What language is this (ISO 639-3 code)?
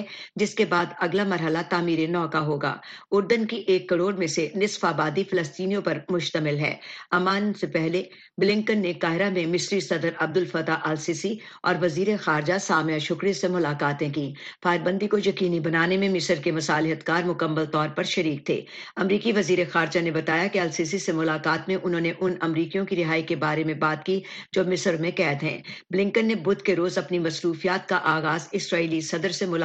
urd